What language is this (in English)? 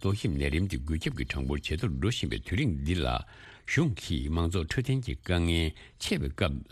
Tibetan